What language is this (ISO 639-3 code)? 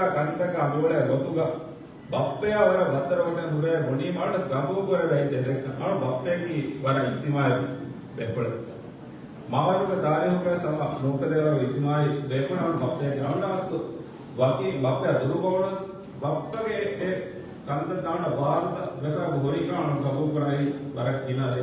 div